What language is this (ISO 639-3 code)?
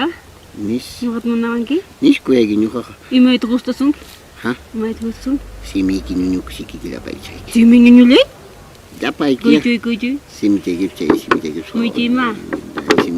quy